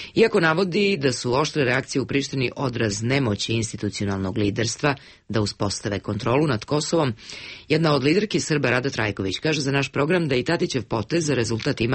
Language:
Serbian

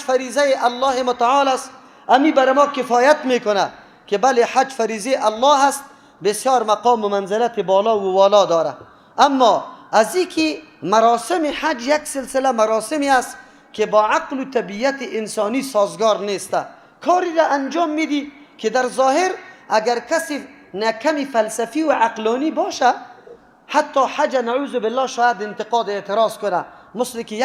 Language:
Persian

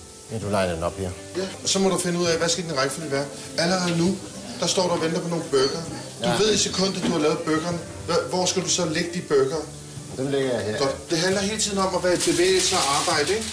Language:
Danish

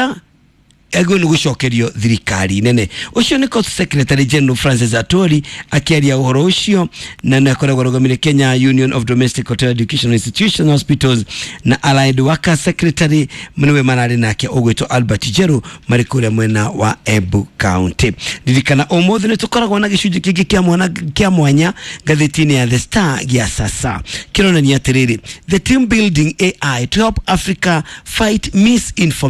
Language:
Kikuyu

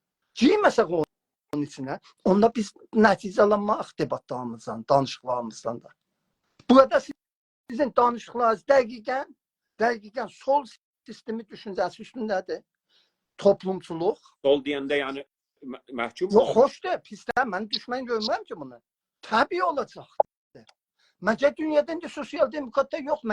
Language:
South Azerbaijani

